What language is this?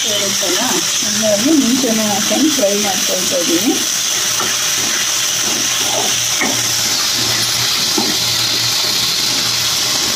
Kannada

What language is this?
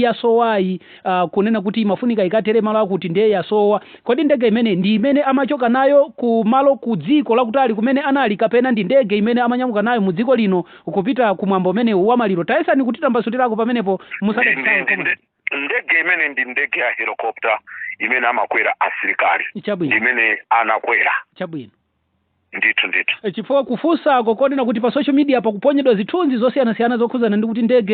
Nyanja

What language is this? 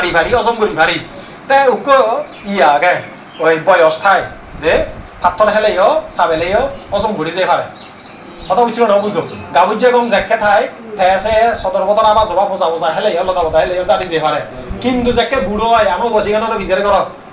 Chakma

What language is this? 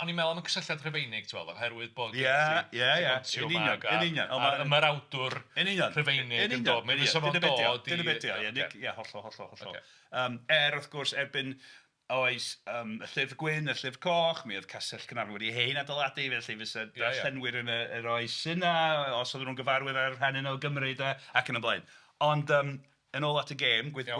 Welsh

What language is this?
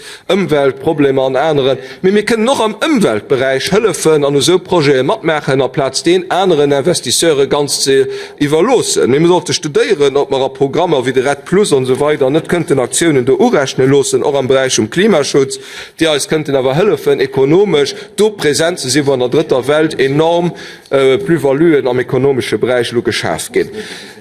Luxembourgish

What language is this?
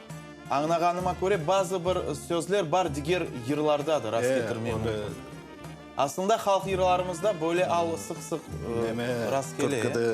Crimean Tatar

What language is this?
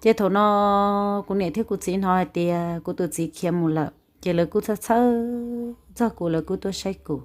Hmong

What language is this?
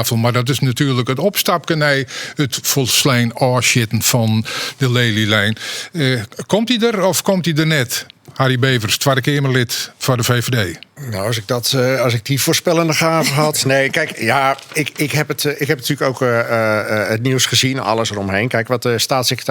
Western Frisian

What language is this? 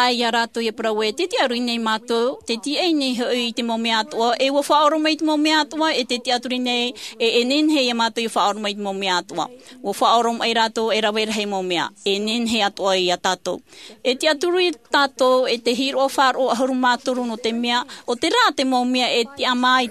Tahitian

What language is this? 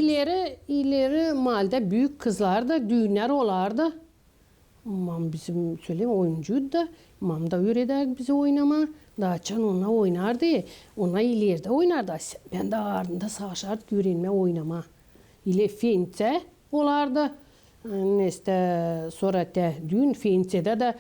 Gagauz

